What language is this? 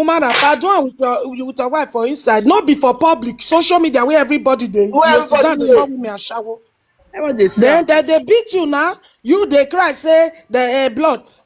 Nigerian Pidgin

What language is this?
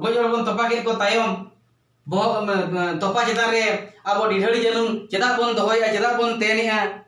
Santali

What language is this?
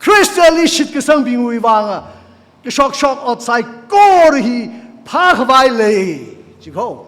Tangkhul Naga (India)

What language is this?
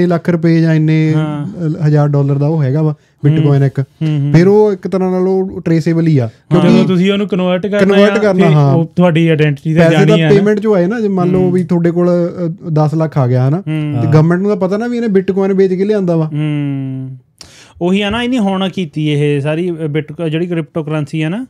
Punjabi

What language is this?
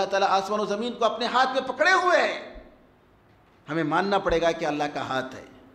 Urdu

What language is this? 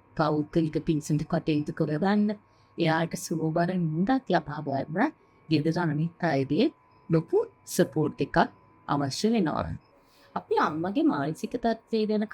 Sinhala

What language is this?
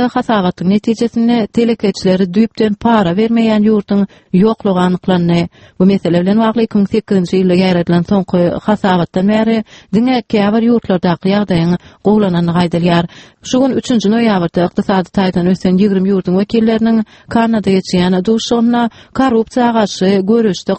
Turkmen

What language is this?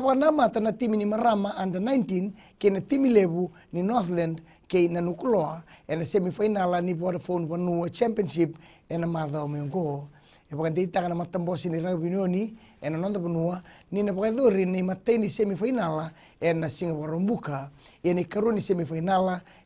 Fijian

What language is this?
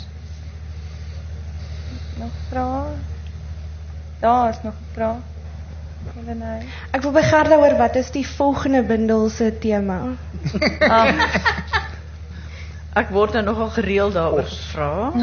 Afrikaans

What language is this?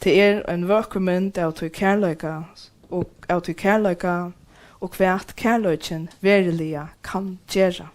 Faroese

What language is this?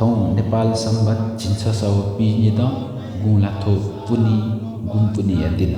Newari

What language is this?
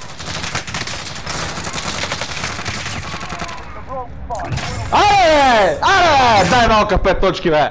Bulgarian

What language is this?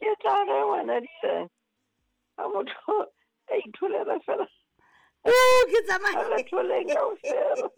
Southern Sotho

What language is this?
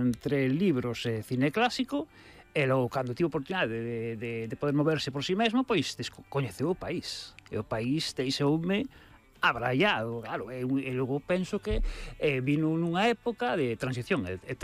Galician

